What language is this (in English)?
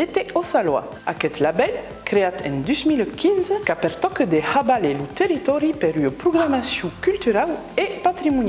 Occitan